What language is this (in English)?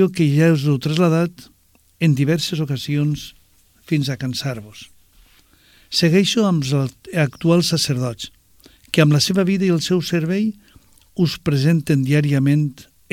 Catalan